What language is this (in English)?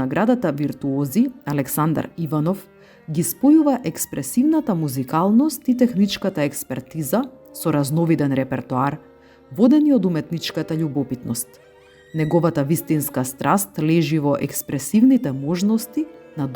Macedonian